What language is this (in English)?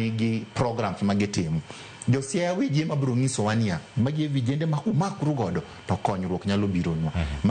Luo (Kenya and Tanzania)